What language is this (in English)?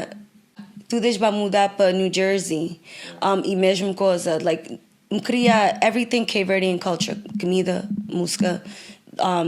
Kabuverdianu